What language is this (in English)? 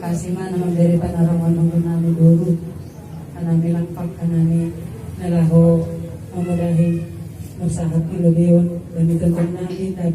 Batak Simalungun